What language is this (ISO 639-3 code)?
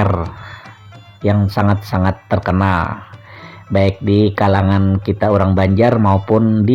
bjn